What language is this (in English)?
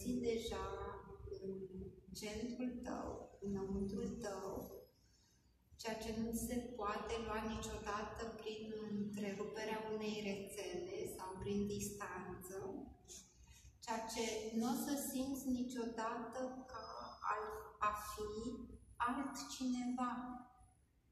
Romanian